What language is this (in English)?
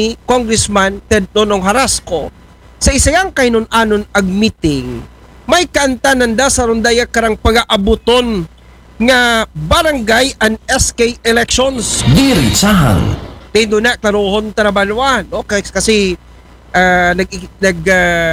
Aklanon